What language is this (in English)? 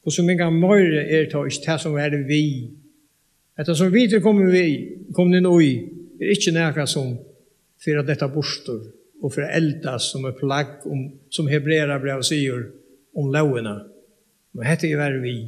Faroese